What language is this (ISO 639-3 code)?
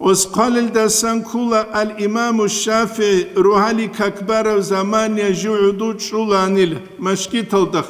ava